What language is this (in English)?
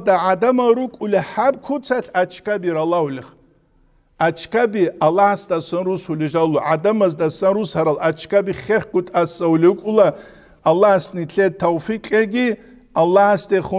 Avaric